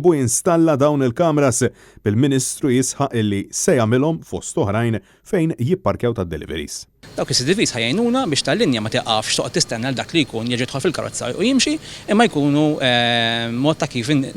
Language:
Maltese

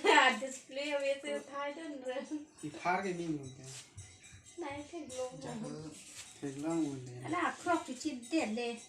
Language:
Karbi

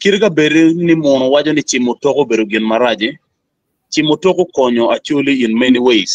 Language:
Acoli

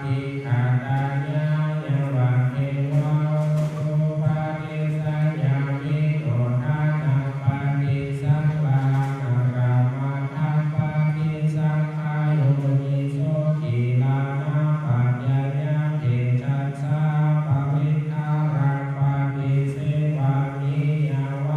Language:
Pali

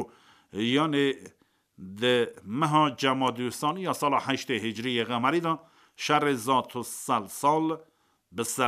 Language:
Kurdish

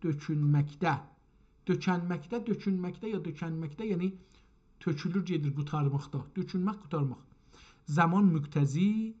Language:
South Azerbaijani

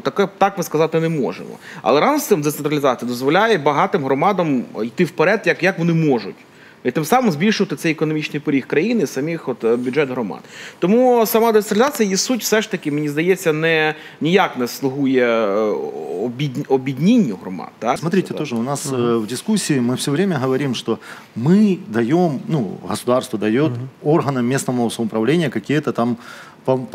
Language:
Ukrainian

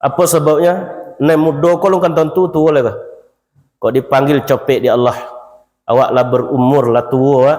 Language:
Minangkabau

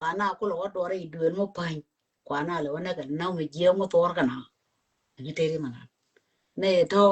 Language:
Nuer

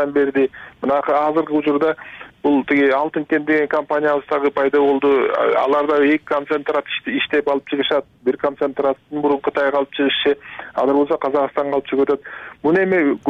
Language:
Kyrgyz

